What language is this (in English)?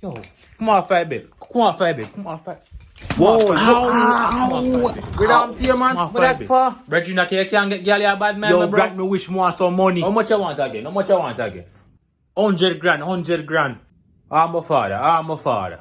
Jamaican Creole English